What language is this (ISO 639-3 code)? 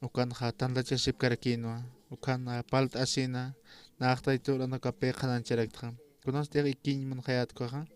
aym